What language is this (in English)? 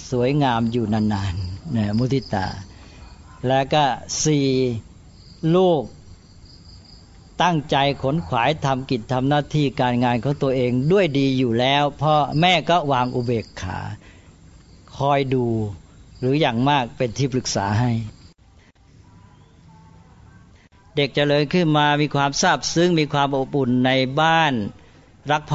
Thai